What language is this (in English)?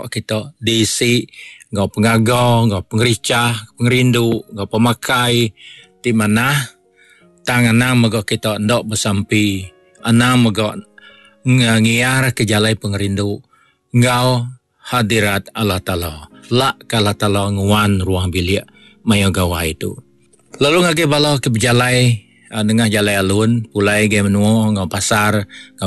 Iban